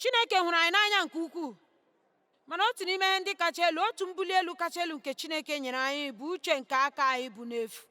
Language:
Igbo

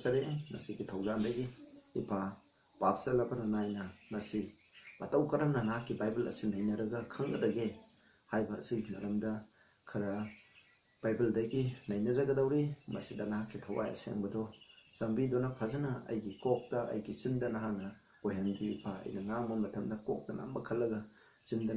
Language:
Manipuri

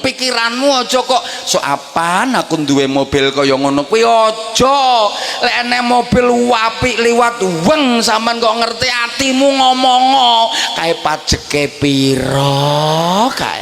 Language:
Javanese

